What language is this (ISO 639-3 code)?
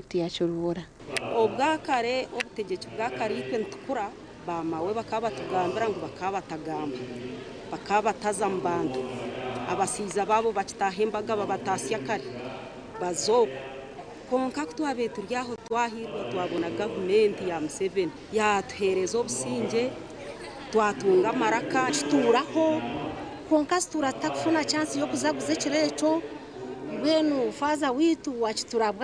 nyn